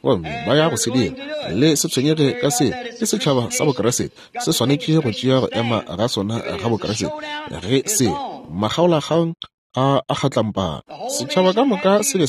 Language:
Northern Sotho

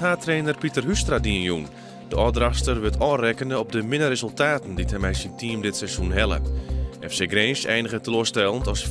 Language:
Western Frisian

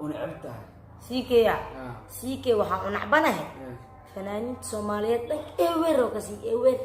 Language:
Somali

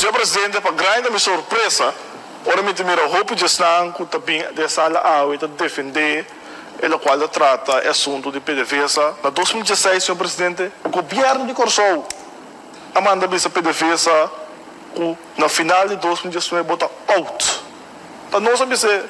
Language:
Papiamento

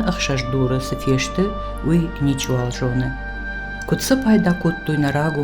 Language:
Ossetic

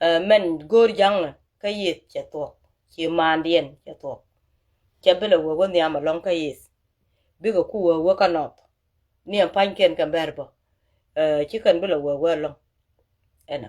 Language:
Nuer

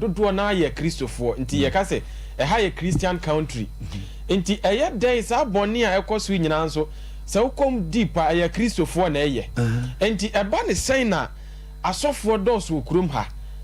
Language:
Akan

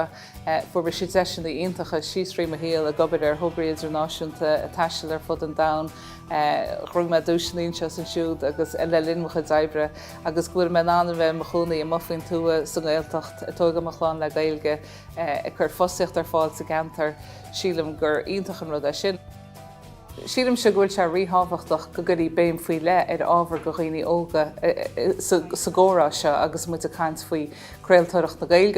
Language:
Irish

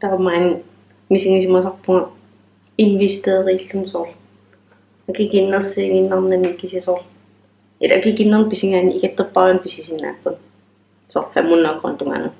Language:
Kalaallisut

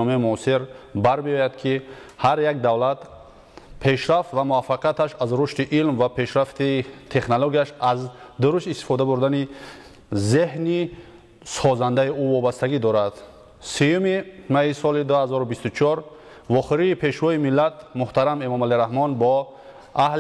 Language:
Tajik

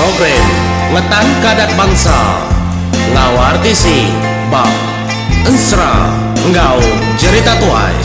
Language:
Iban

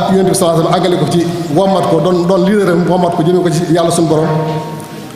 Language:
Wolof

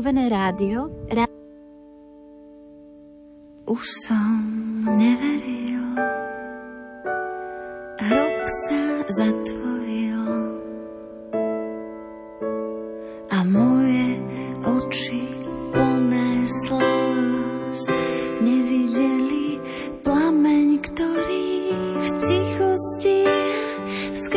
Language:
Slovak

